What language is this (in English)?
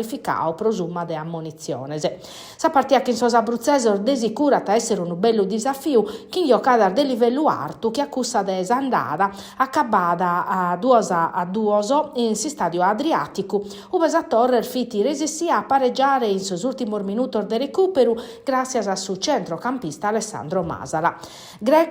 Sardinian